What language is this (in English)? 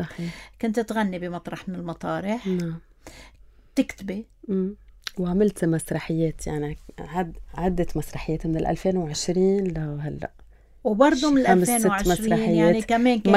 North Levantine Arabic